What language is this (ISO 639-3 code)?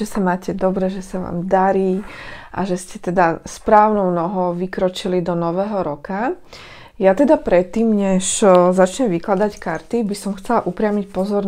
slk